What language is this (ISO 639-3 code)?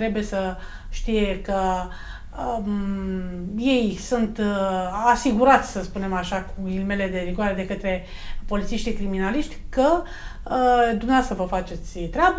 ron